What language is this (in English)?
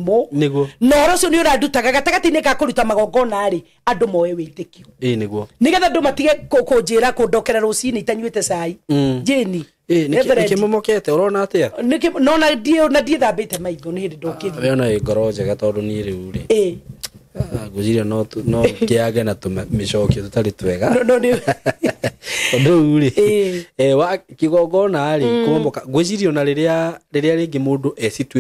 Kikuyu